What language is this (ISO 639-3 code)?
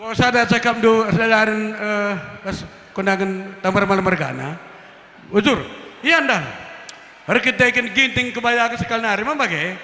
btx